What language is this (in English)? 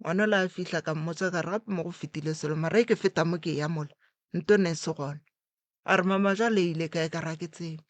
Northern Sotho